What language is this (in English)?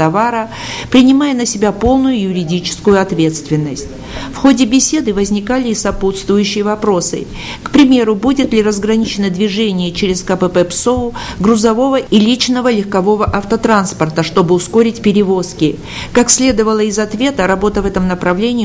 Russian